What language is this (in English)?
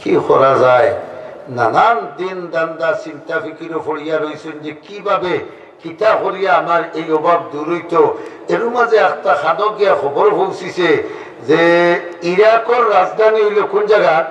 Sylheti